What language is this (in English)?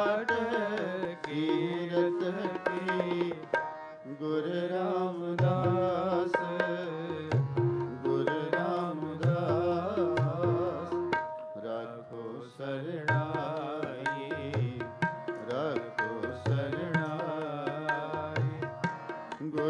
Punjabi